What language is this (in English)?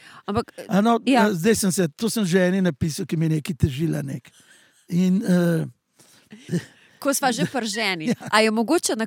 Slovenian